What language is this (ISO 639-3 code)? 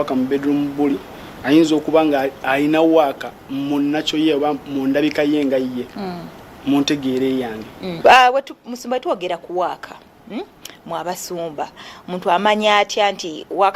lug